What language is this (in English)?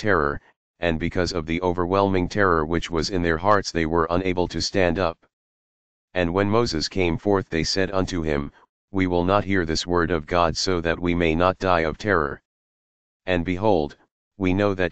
English